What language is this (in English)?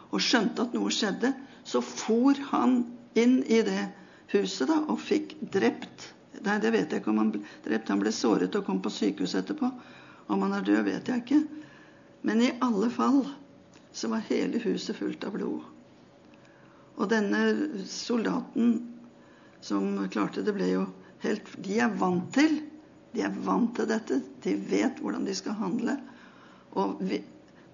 Norwegian